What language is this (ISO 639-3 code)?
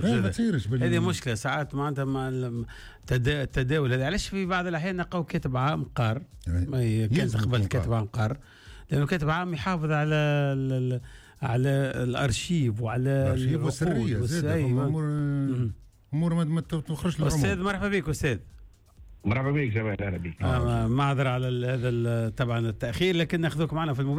aeb